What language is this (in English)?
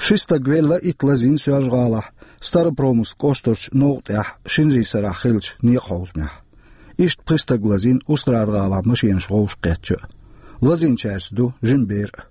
Chechen